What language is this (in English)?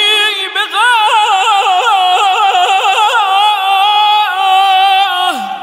Persian